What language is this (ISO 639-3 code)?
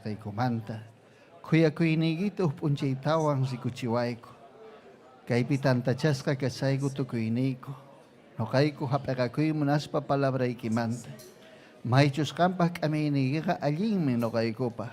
quy